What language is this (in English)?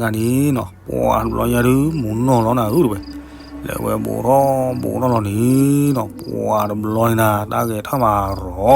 S'gaw Karen